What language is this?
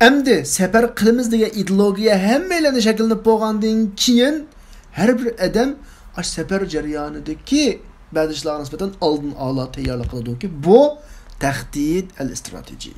Uyghur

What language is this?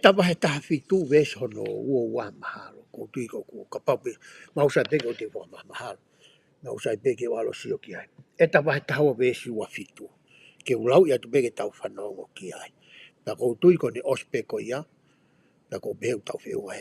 Tongan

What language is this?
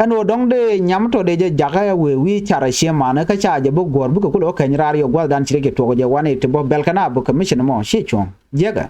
Nuer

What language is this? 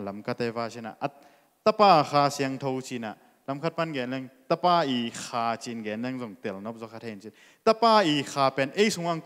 Tedim Chin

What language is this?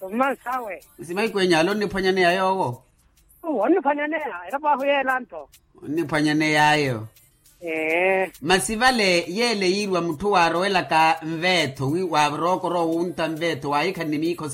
Makhuwa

